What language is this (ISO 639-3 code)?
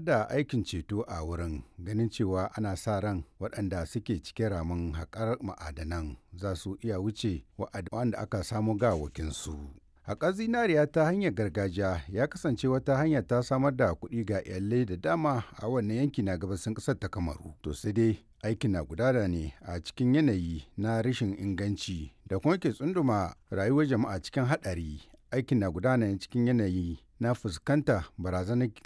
hau